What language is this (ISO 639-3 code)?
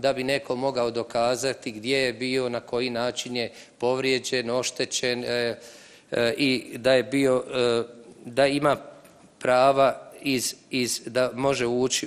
bos